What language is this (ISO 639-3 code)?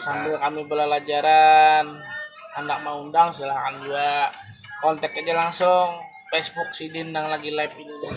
bjn